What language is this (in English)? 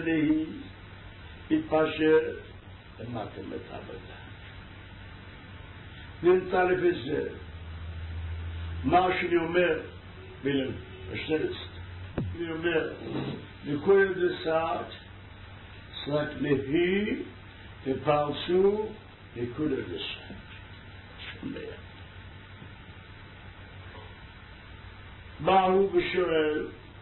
Hebrew